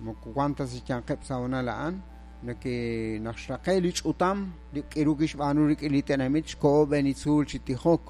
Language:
Kekchí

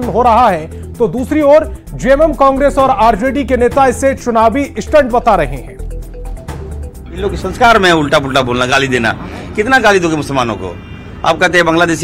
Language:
Hindi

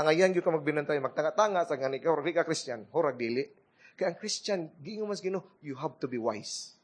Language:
Cebuano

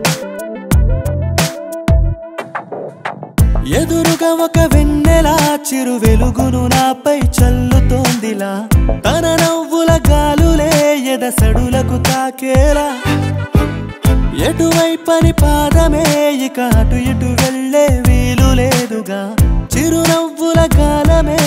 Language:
Telugu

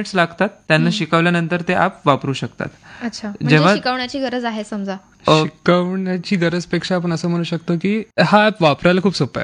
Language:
Marathi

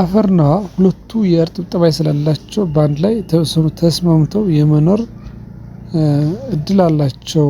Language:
Amharic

